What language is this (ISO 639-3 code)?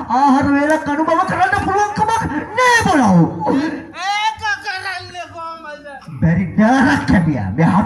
sin